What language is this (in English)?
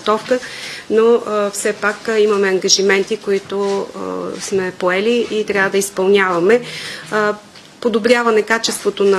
Bulgarian